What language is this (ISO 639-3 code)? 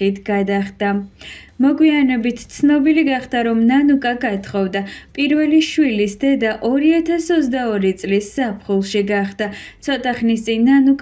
kat